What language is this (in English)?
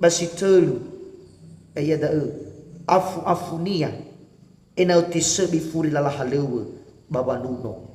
Nias